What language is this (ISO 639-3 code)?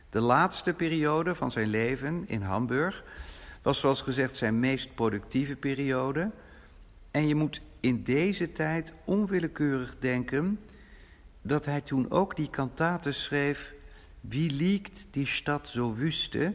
nld